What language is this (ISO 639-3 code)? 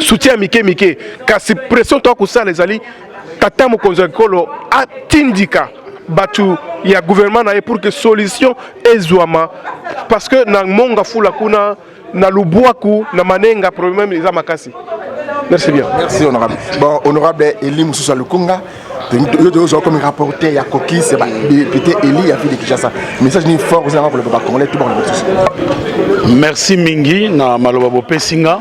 lin